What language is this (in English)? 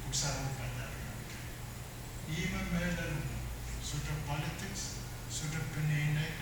Pohnpeian